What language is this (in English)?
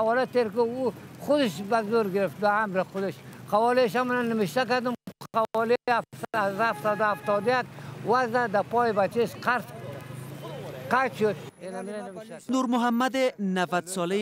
Persian